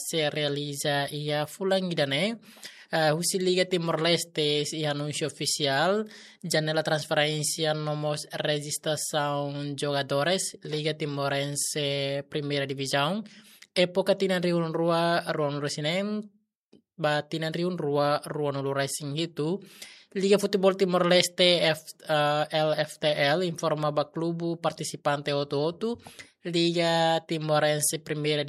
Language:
Tetum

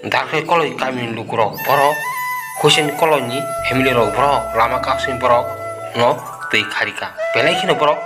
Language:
Kok Borok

